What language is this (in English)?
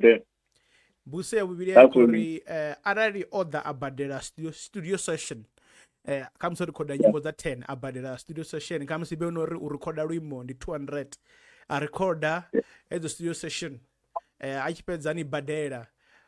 Venda